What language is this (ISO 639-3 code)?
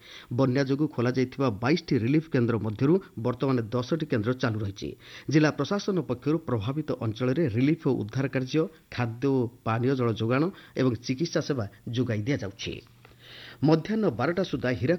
ori